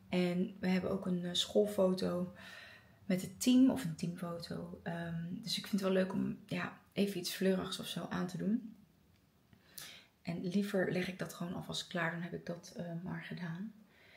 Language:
Dutch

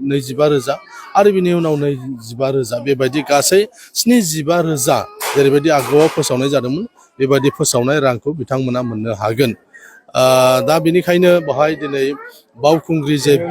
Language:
Bodo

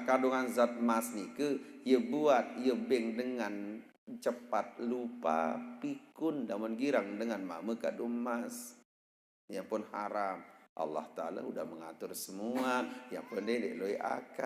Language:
Sasak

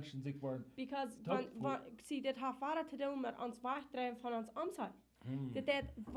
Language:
Plautdietsch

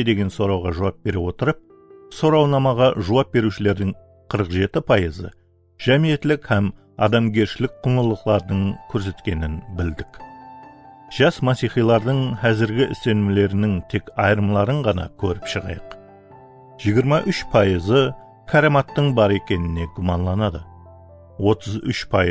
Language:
Kara-Kalpak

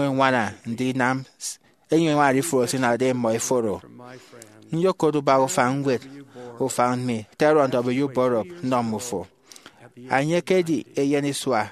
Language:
Efik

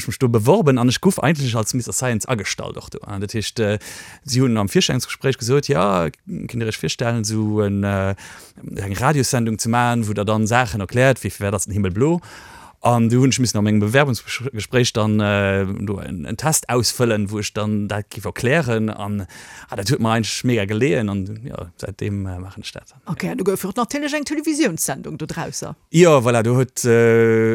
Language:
Luxembourgish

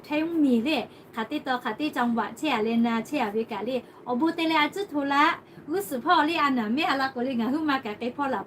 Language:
Lahu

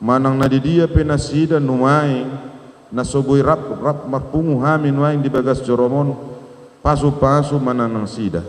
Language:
Batak Toba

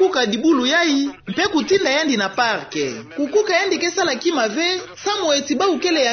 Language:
Kituba (Democratic Republic of Congo)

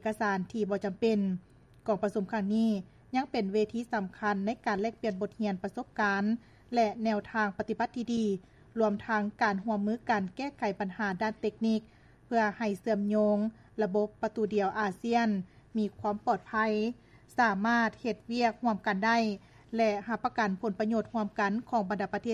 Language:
Lao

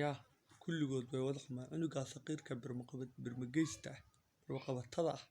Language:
Somali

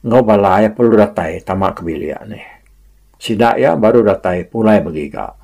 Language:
Iban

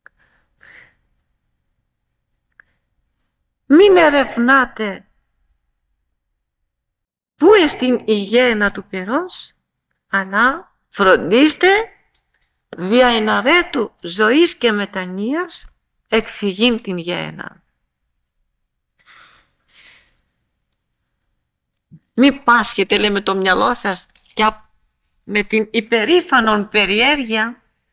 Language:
Greek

